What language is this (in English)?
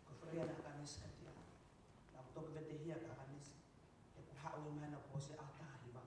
Tongan